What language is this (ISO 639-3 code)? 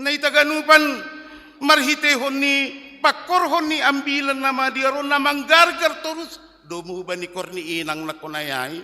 bts